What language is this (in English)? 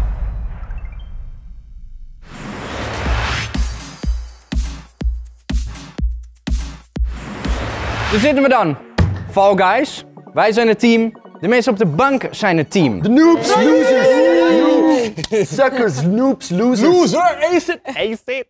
Dutch